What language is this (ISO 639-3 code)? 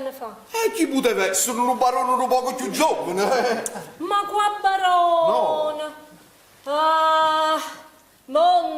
nap